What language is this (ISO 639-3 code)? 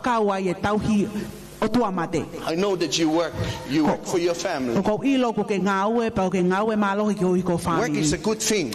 ton